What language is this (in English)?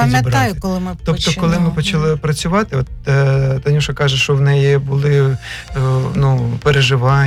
Ukrainian